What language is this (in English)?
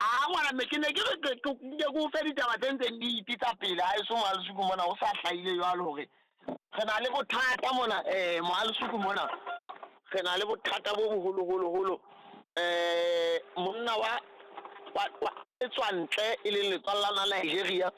Southern Sotho